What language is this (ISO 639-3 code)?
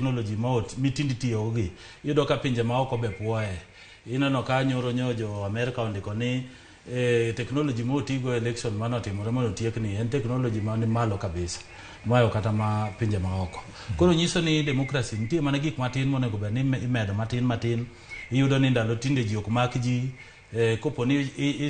luo